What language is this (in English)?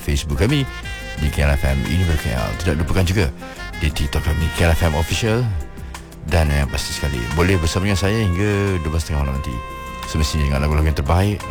Malay